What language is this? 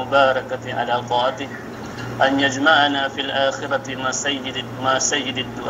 Yakan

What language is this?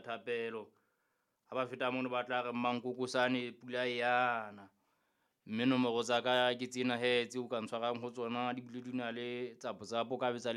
Southern Sotho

